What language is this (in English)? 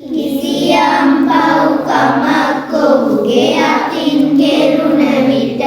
Sinhala